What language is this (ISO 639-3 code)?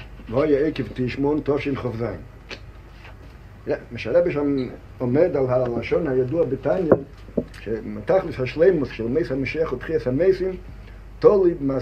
heb